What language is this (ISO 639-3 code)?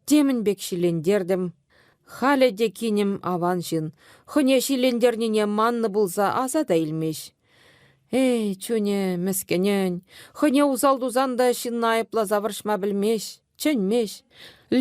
chv